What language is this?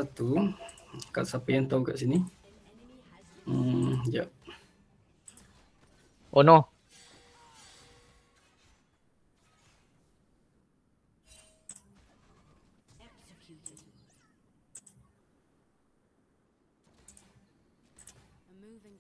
Malay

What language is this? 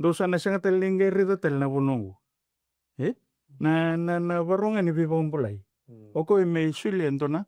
Fijian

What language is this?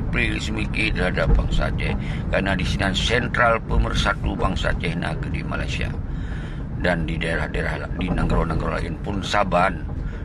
Achinese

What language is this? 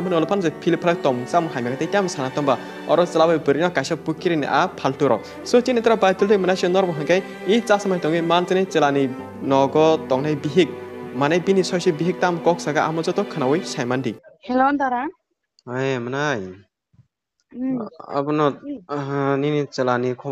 Kok Borok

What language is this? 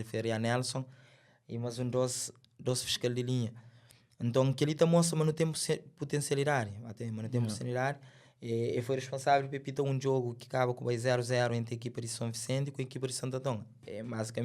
Kabuverdianu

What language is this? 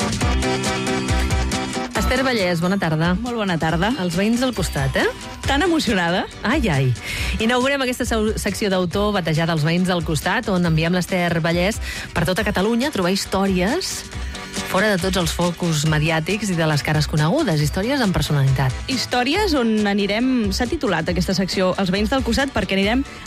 Catalan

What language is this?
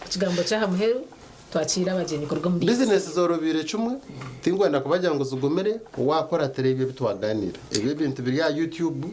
Nyankole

